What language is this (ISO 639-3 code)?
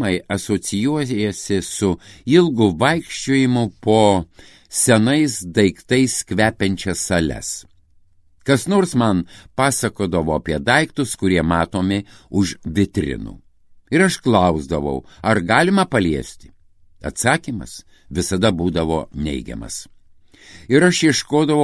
lit